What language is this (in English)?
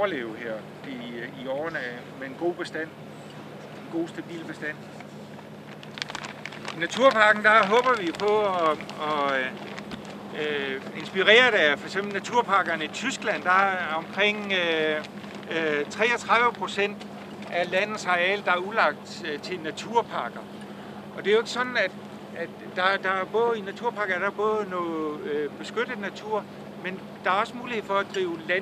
Danish